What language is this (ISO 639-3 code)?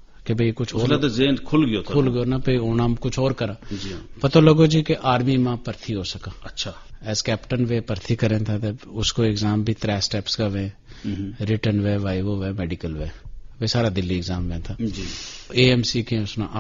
gju